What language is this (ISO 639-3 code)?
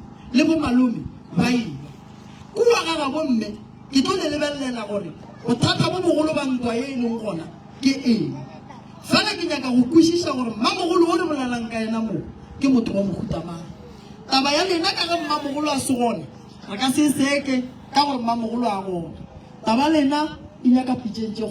nso